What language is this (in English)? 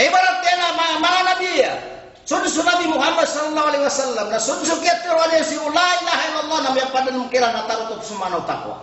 Maranao